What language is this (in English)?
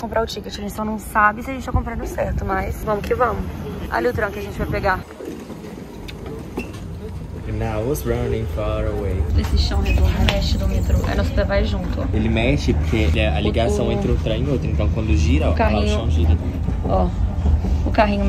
Portuguese